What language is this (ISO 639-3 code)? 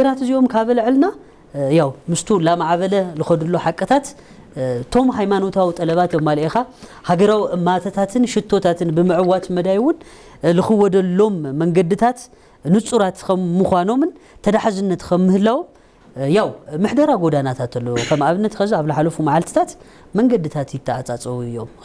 tir